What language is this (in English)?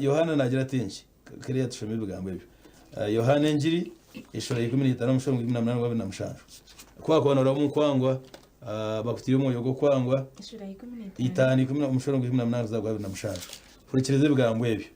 Nyankole